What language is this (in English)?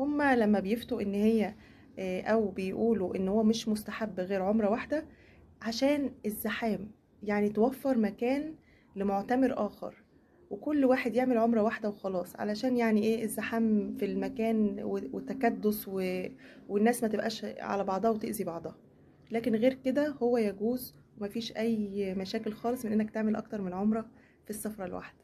Egyptian Arabic